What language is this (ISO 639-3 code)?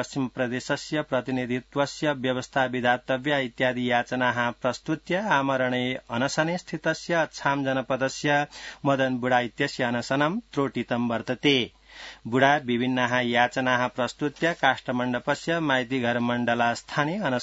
san